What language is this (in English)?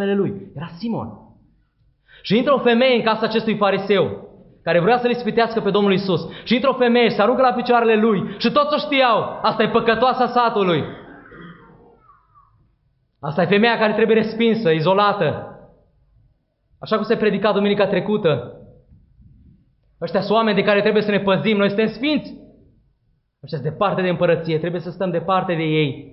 Romanian